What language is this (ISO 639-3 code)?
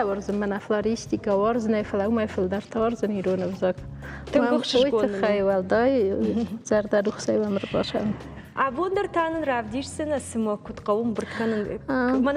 oss